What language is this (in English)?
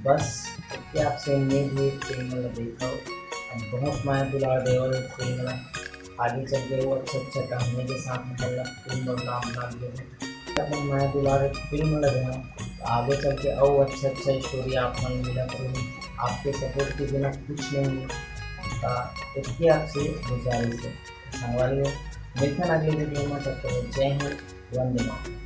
Chhattisgarhi